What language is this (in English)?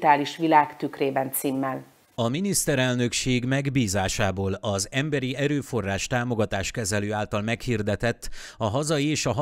Hungarian